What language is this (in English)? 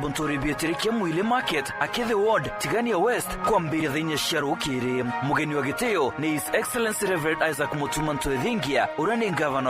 Meru